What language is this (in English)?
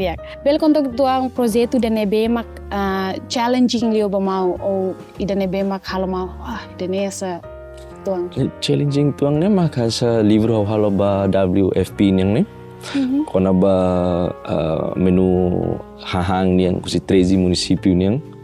Tetum